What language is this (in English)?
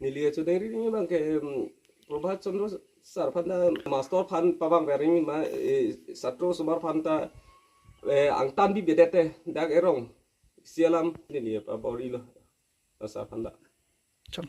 Karbi